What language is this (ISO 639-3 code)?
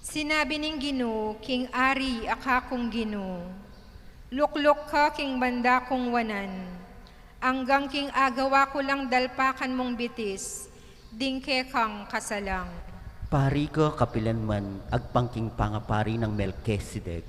pam